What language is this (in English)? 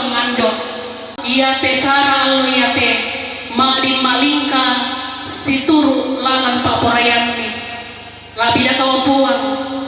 Toraja-Sa'dan